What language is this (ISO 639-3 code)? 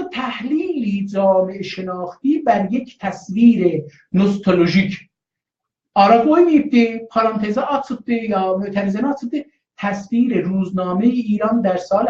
azb